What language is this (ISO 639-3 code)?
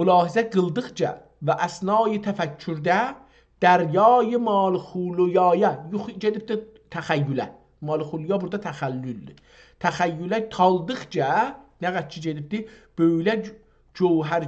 azb